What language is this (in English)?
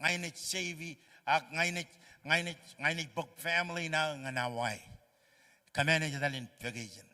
Marshallese